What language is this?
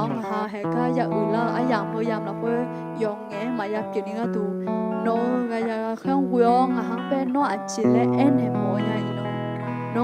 Akha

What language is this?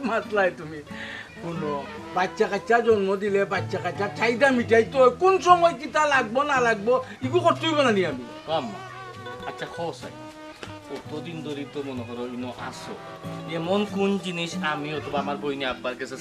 Sylheti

